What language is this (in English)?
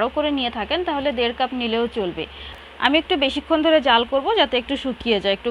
Bangla